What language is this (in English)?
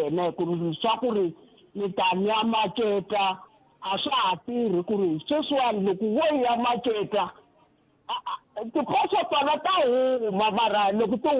Tsonga